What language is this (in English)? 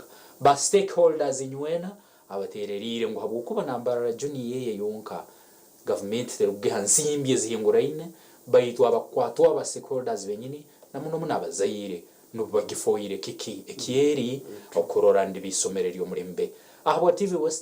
Nyankole